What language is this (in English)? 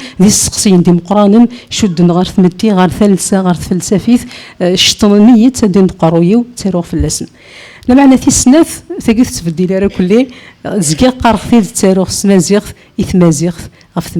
Kabyle